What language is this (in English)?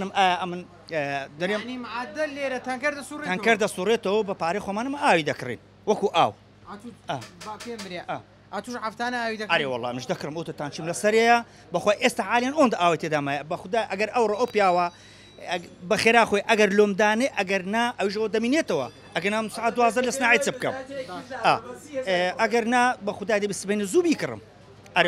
Central Kurdish